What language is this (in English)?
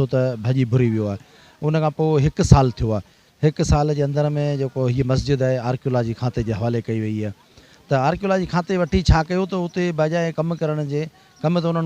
Sindhi